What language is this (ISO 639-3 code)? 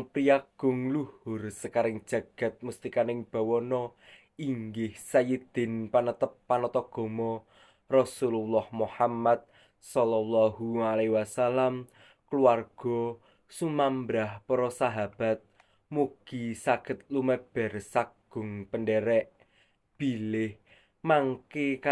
jav